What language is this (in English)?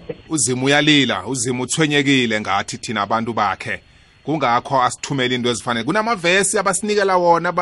South Ndebele